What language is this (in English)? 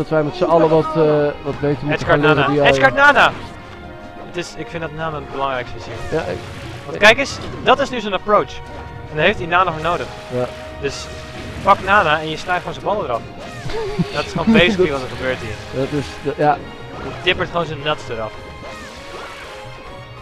Dutch